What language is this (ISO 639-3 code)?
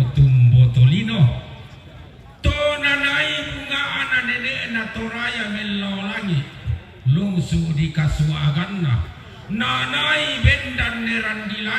sda